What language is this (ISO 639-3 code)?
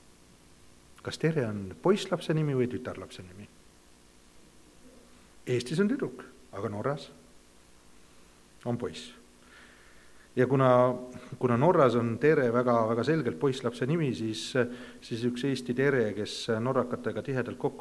est